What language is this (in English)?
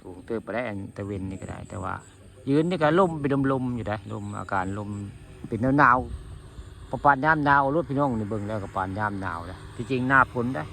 Northeastern Thai